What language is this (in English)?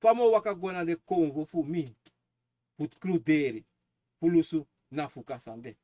Sranan Tongo